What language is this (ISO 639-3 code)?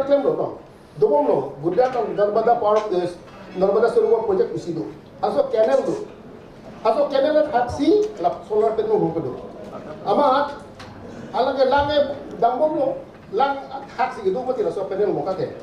mjw